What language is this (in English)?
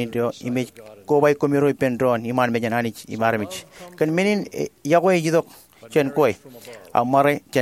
Marshallese